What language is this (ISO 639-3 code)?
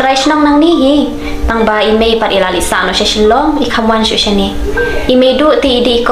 kha